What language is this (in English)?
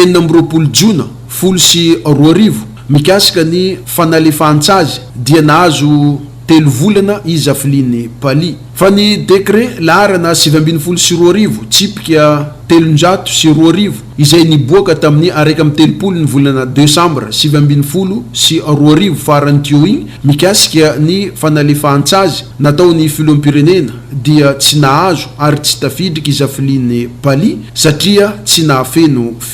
Malagasy